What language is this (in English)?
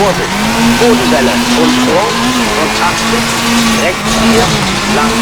Bavarian